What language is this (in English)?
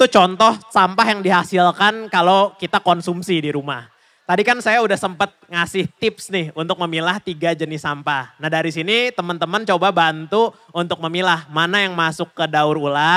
Indonesian